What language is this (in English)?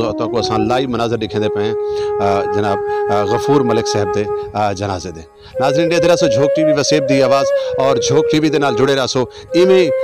Saraiki